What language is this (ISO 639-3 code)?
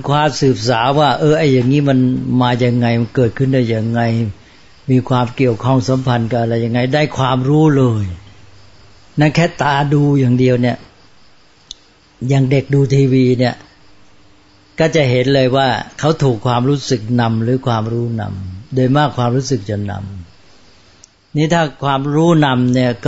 tha